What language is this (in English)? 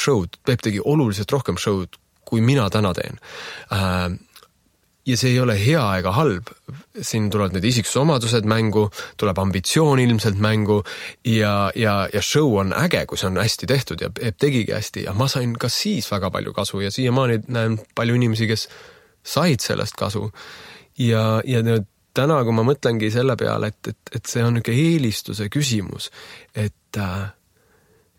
Estonian